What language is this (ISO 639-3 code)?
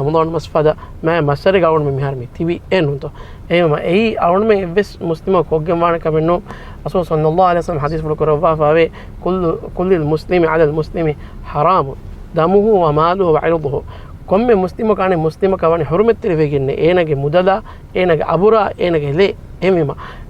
div